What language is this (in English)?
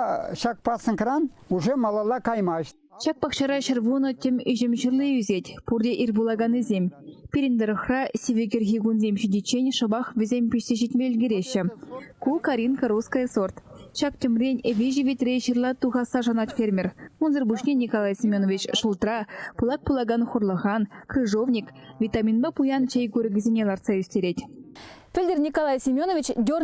Chuvash